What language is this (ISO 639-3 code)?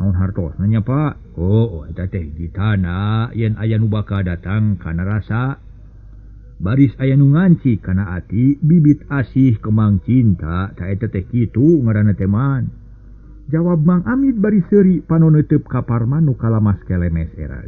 sun